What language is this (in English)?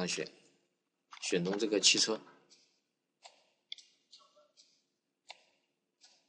Chinese